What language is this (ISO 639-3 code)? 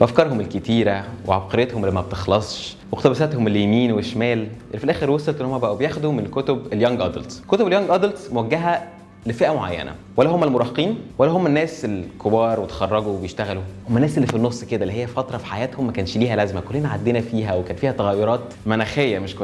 arz